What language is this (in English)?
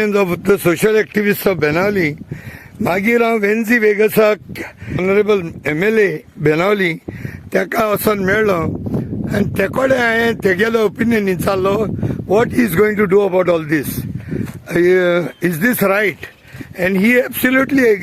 Konkani